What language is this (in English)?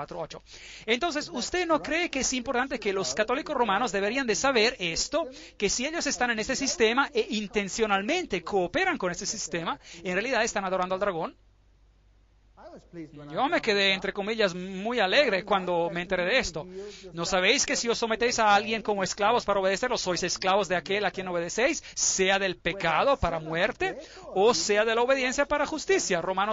Spanish